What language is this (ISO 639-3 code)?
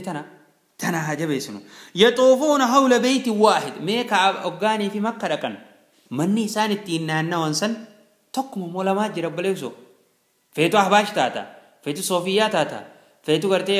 orm